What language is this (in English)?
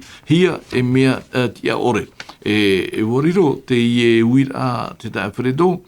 Tahitian